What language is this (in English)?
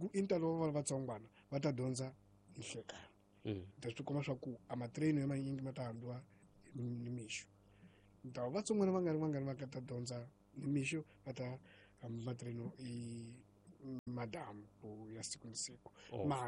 Tsonga